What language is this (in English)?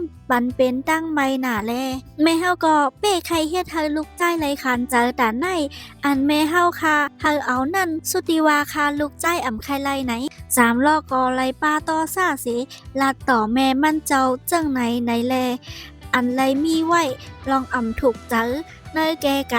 Shan